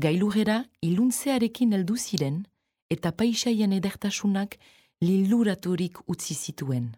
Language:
Basque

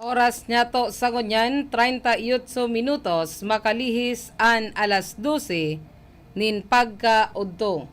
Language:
Bikol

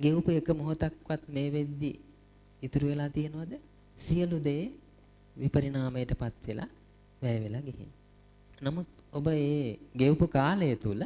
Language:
Sinhala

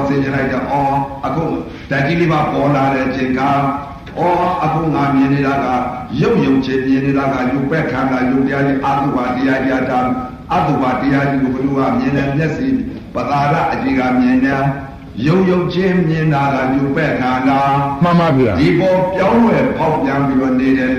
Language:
Burmese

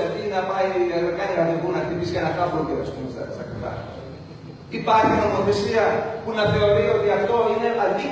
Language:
Greek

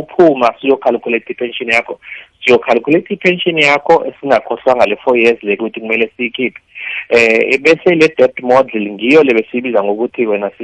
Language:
South Ndebele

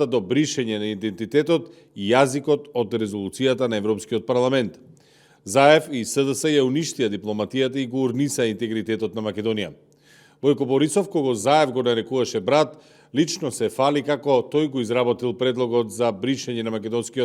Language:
Macedonian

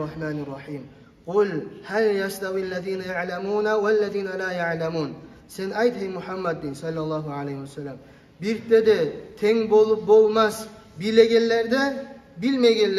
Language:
Kumyk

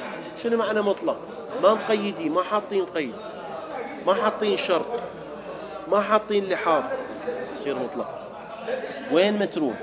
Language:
Mesopotamian Arabic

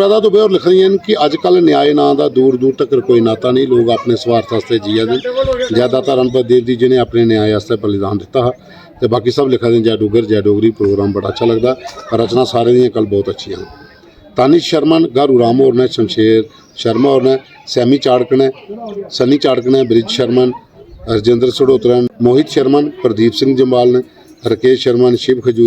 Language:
Dogri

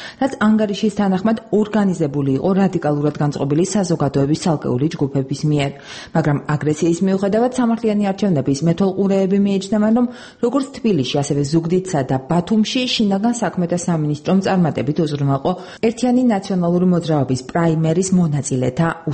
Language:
Georgian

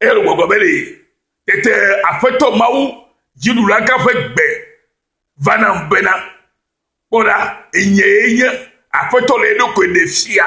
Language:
Ewe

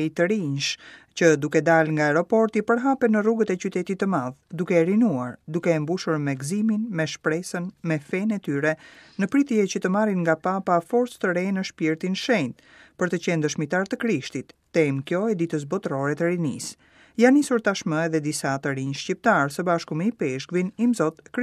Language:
Albanian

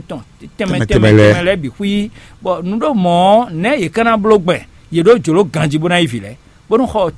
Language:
Fon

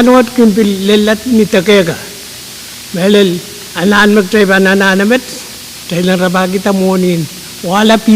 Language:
Pohnpeian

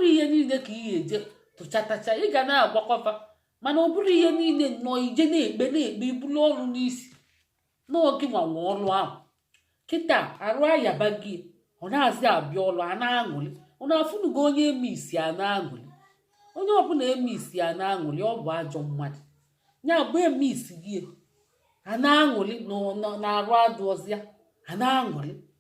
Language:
Igbo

